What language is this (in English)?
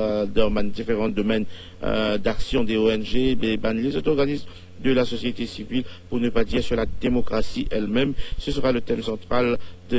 Morisyen